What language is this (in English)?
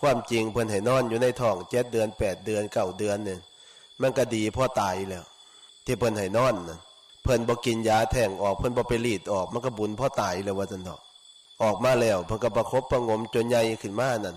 Northeastern Thai